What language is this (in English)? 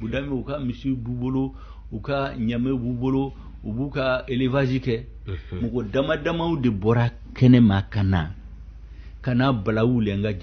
Bambara